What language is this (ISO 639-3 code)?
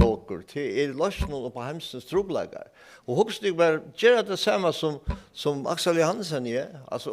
fao